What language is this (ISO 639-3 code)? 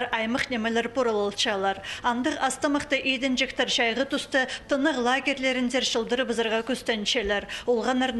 kjh